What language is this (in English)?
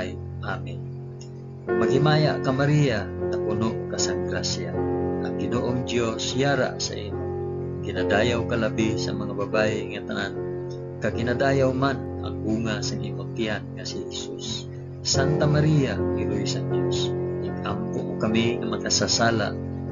Hiligaynon